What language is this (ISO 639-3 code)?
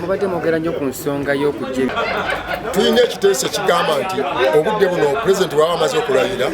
lug